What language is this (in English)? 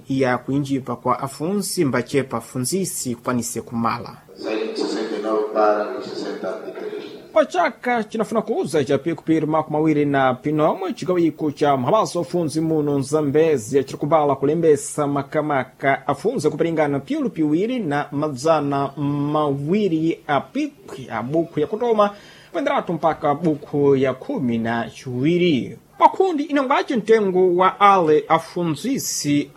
Sena